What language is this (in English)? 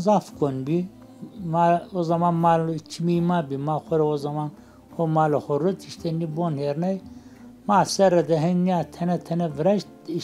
Zaza